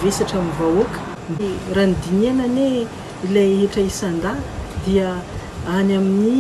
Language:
Malagasy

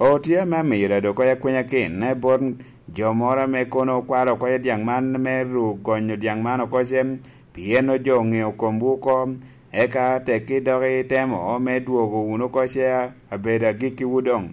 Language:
Lango (Uganda)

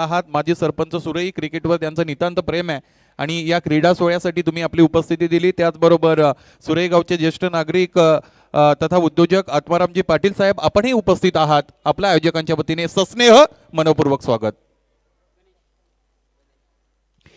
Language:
Marathi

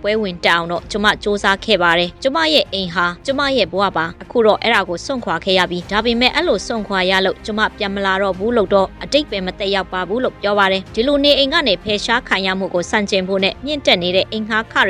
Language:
Burmese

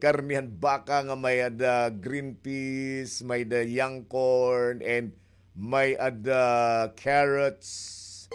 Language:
Waray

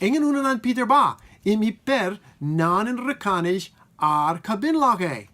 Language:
Marshallese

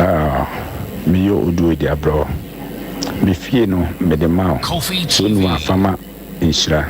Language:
Akan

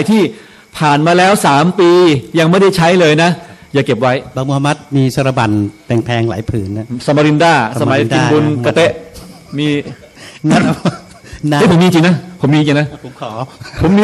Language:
Thai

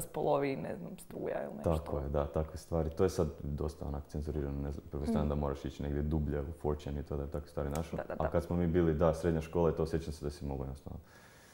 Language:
Croatian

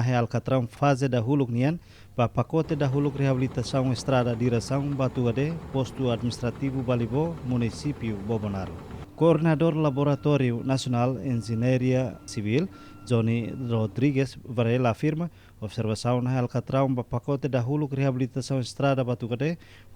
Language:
Tetum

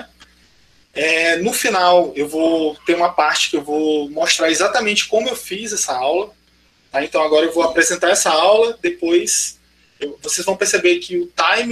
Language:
Portuguese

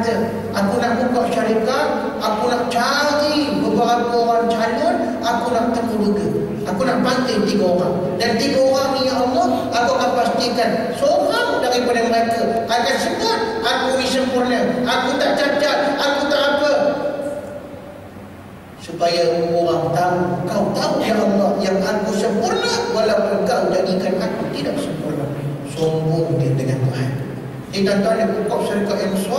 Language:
Malay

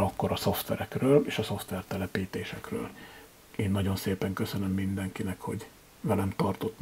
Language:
Hungarian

